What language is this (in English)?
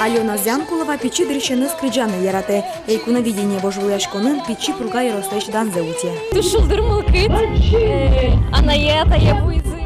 Udmurt